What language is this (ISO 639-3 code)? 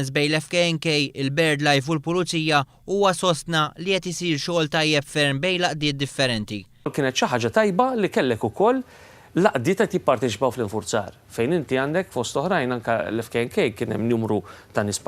mlt